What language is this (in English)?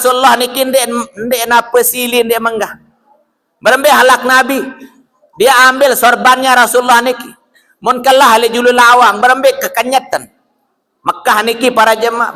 Sasak